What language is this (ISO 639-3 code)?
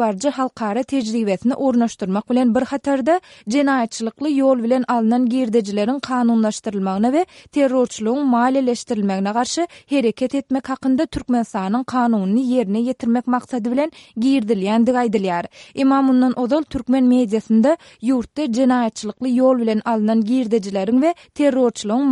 tuk